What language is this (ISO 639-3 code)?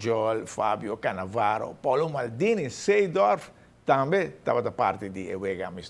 pap